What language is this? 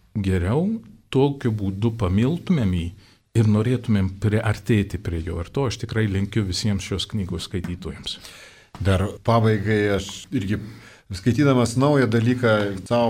Lithuanian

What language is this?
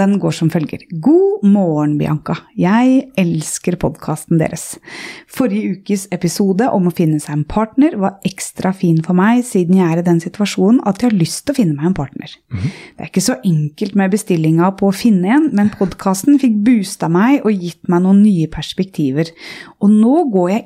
Norwegian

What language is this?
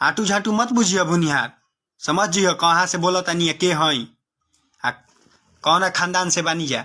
Bhojpuri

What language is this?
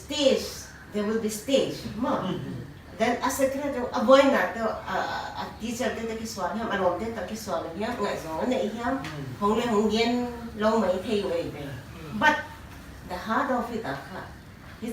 Paite Chin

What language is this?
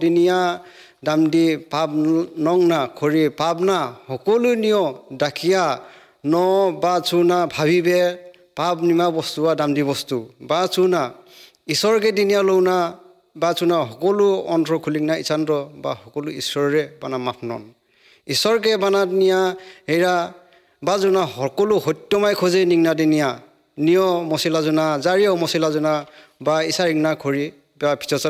Assamese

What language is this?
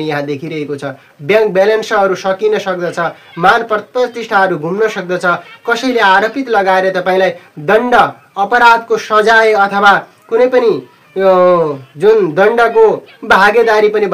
Nepali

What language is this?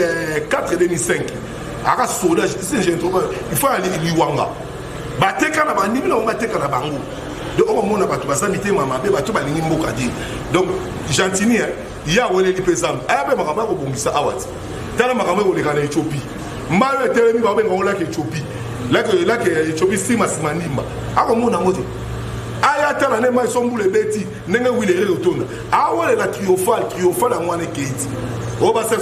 Lingala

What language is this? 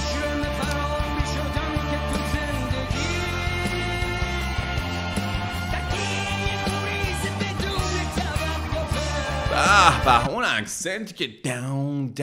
Persian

